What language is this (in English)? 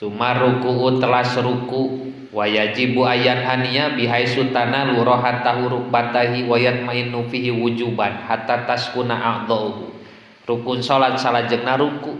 Sundanese